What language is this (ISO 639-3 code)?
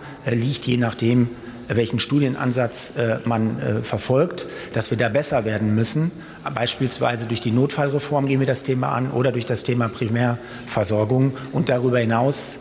deu